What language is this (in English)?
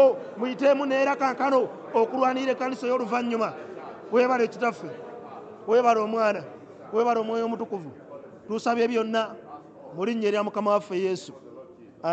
Ganda